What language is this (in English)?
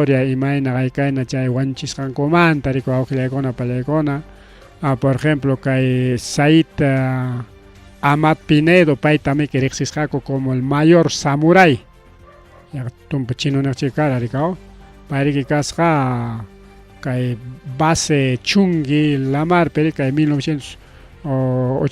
Ayacucho Quechua